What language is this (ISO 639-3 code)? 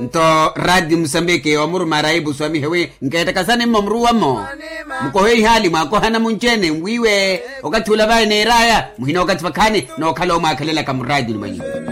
vmw